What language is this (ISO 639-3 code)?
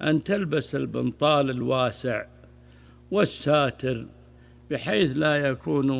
ara